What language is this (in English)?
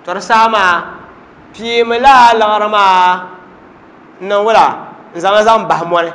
Dagbani